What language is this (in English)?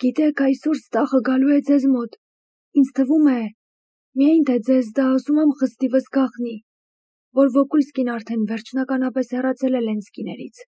Armenian